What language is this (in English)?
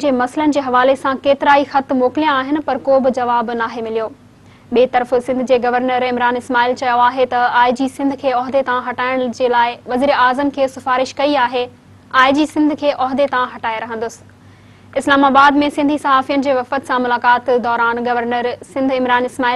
Sindhi